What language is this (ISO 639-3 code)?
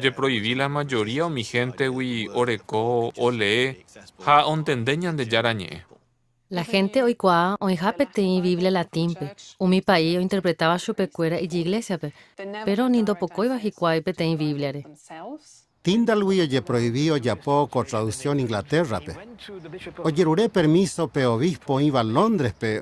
grn